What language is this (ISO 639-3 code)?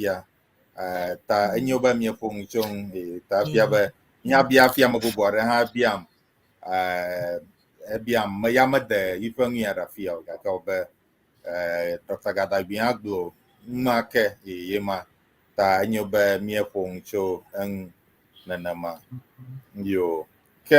ewe